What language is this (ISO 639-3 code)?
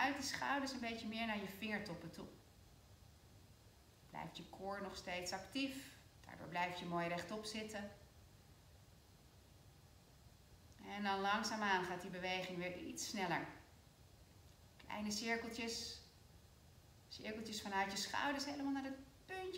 nld